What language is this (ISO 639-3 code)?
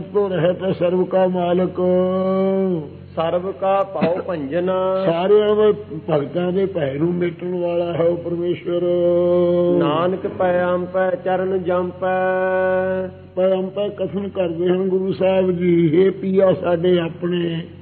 pan